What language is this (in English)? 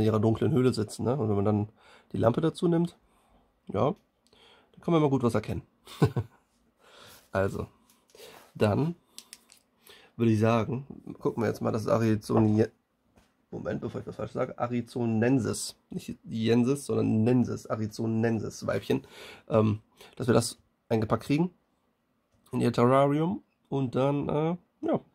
German